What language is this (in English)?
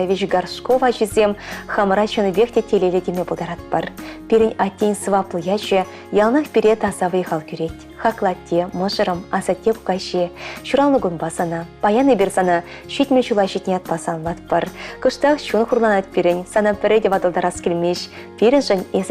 Chuvash